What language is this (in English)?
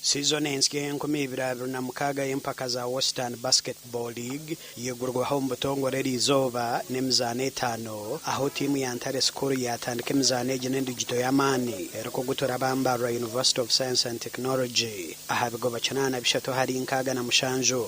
Nyankole